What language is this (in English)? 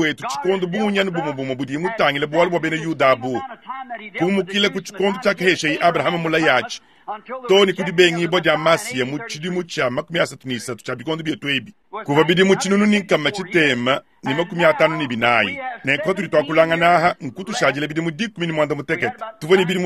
Luba-Lulua